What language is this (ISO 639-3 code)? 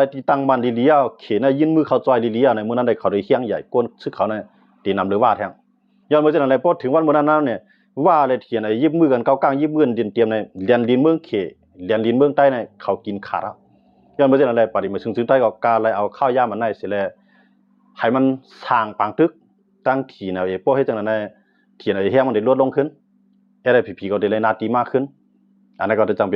shn